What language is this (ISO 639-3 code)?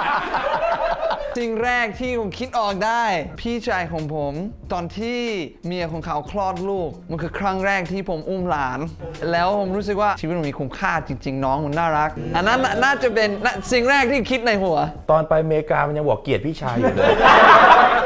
tha